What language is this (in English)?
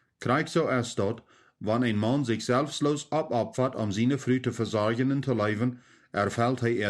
Plautdietsch